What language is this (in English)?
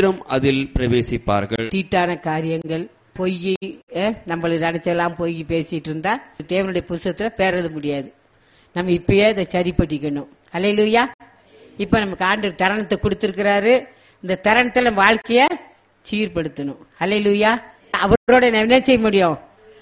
Tamil